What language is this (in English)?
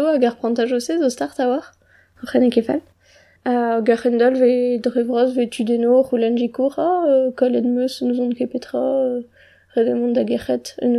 Breton